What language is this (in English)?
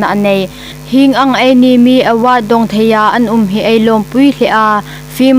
Hmar